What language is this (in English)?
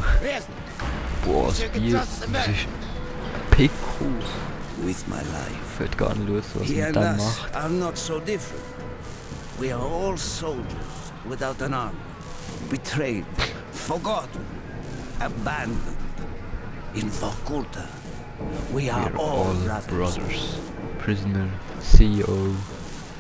Swiss German